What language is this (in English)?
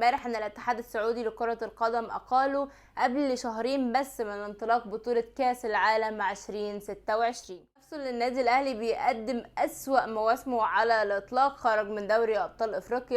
Egyptian Arabic